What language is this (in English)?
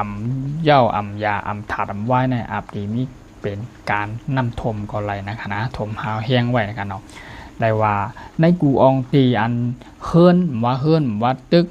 Shan